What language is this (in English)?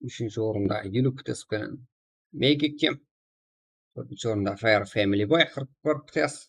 Kara-Kalpak